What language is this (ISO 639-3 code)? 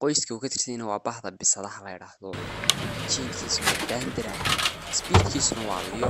som